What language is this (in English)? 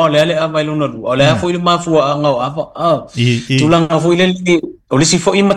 Samoan